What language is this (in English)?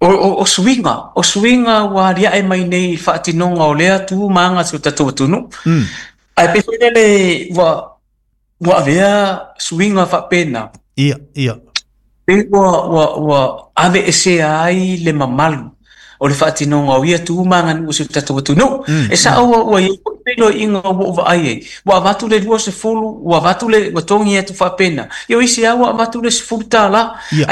Samoan